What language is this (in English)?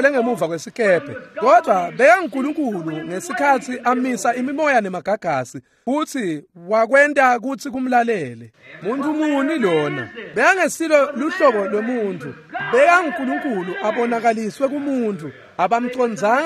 Swati